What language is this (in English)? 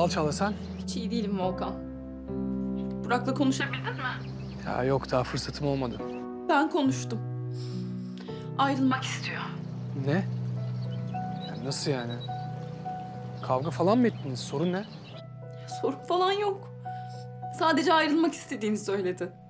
Turkish